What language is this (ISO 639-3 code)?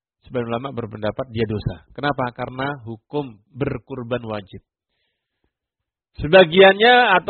ind